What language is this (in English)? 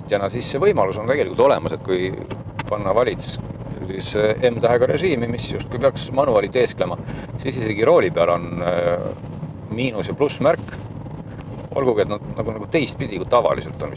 Estonian